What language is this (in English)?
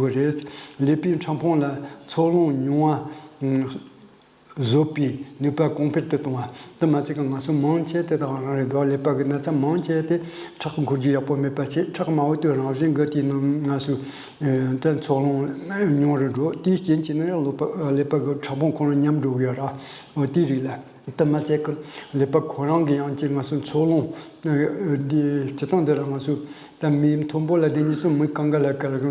Tibetan